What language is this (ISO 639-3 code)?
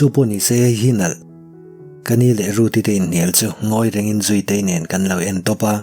lus